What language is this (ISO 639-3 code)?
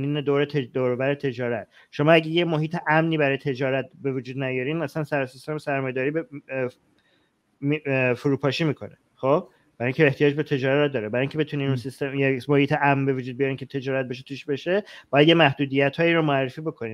fas